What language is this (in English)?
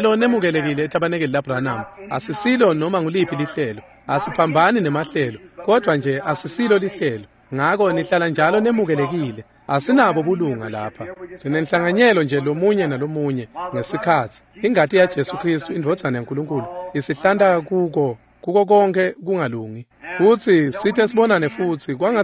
Swati